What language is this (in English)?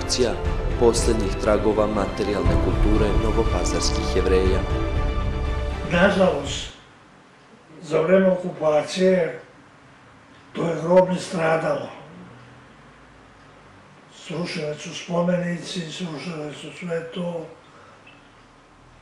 Serbian